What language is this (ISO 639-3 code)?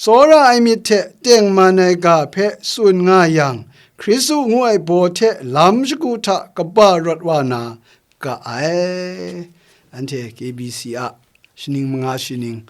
kac